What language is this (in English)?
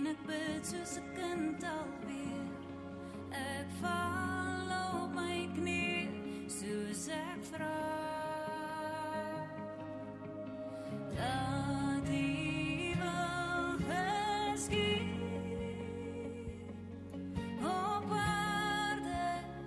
Afrikaans